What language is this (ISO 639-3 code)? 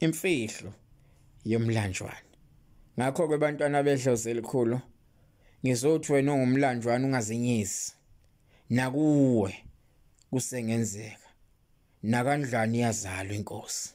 zul